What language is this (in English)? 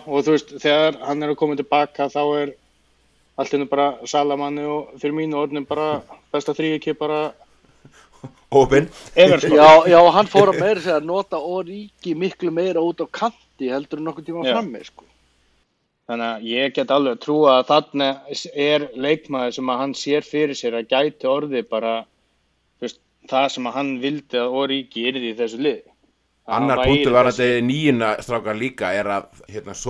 Icelandic